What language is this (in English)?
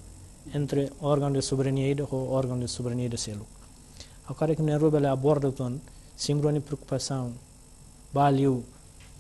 Tetum